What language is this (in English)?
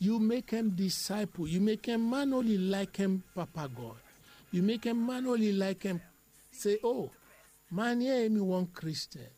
Bislama